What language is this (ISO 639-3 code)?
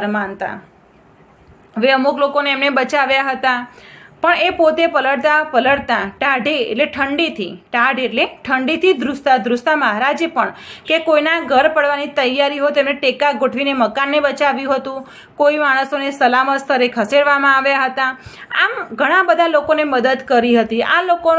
guj